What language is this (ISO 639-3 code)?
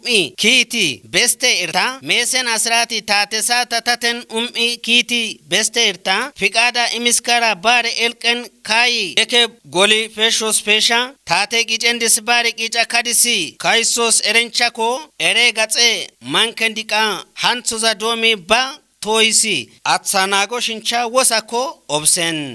kbr